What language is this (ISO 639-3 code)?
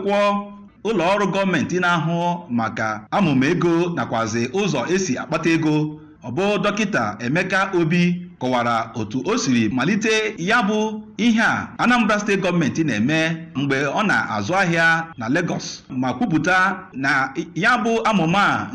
ibo